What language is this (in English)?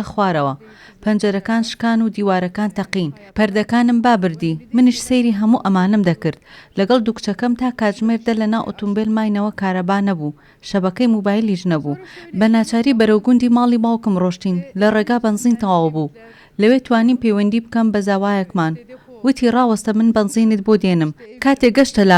Central Kurdish